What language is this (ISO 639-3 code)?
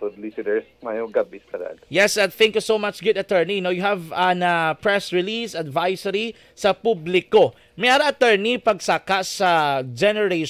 hil